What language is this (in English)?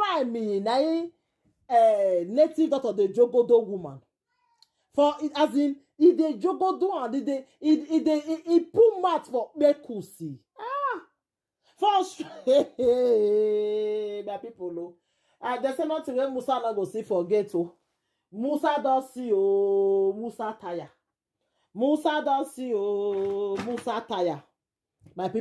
Nigerian Pidgin